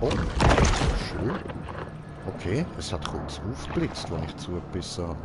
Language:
Swiss German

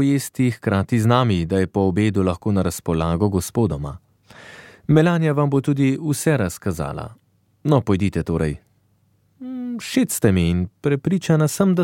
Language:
Slovenian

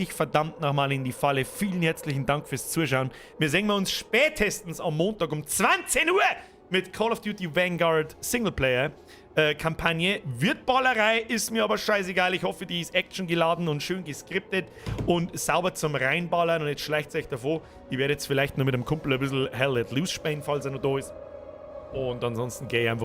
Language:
Bavarian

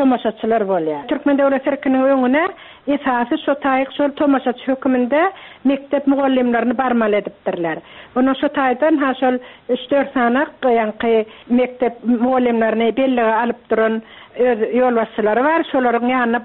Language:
Turkmen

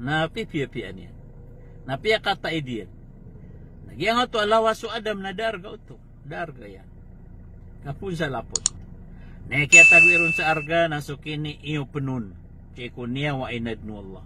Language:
Maranao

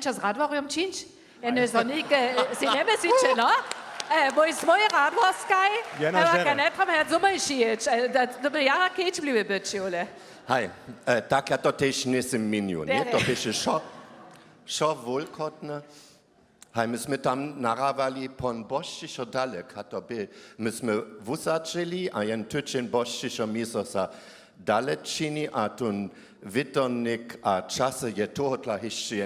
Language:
Upper Sorbian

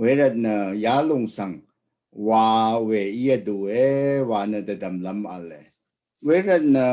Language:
Rawang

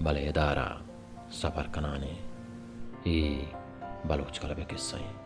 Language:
Baluchi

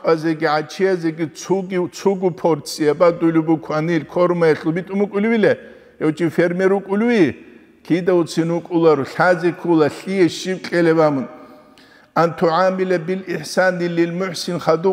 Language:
Avaric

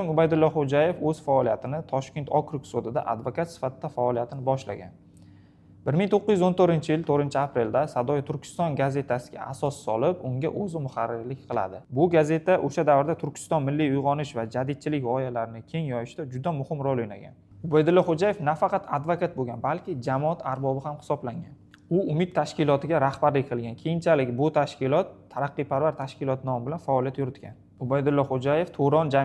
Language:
Uzbek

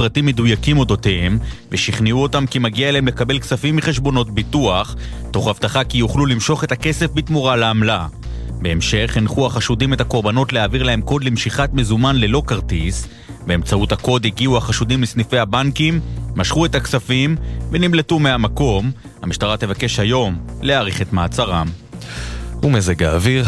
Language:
Hebrew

